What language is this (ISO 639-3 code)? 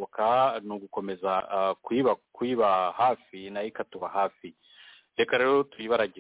kin